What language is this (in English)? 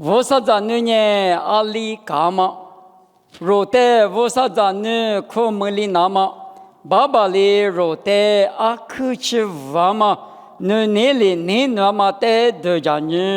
Lisu